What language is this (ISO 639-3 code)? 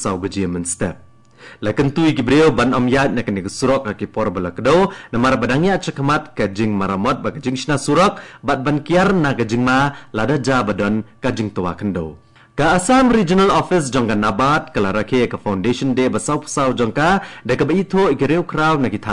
kha